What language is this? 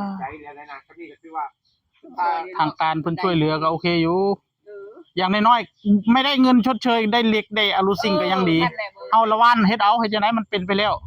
Northeastern Thai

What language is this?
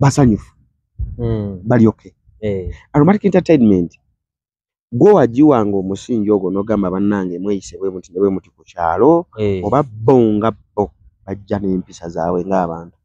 Ganda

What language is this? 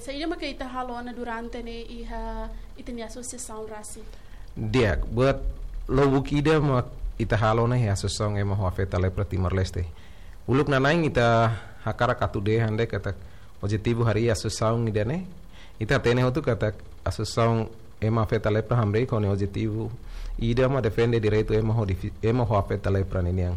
Tetum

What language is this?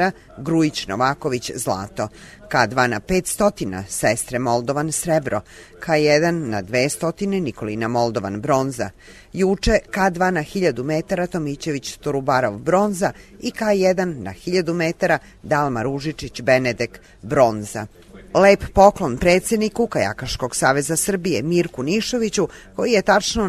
Serbian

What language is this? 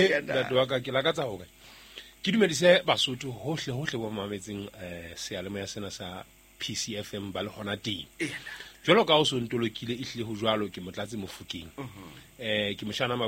Southern Sotho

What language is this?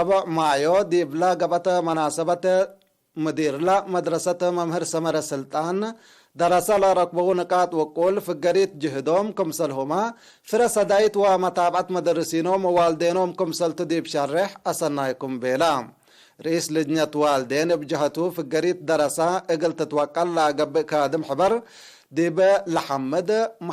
Tigre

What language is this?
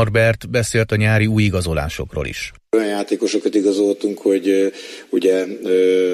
Hungarian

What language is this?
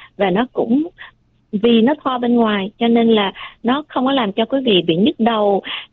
Vietnamese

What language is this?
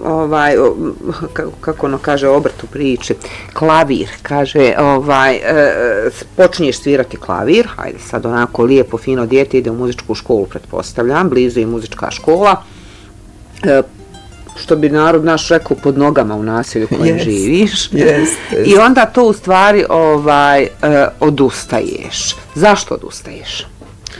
Bosnian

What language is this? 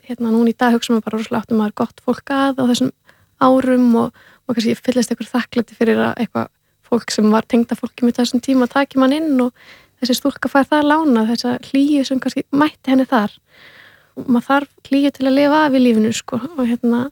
Icelandic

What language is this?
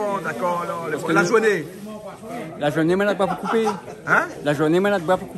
Réunion Creole French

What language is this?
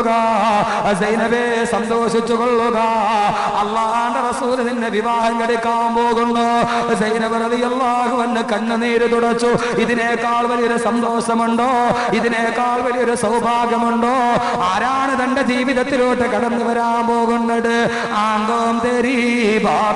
Malayalam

